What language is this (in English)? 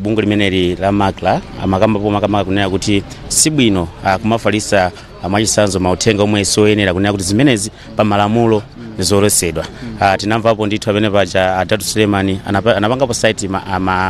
Nyanja